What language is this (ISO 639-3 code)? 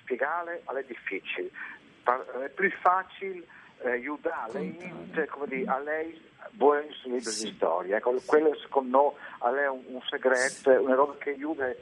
fur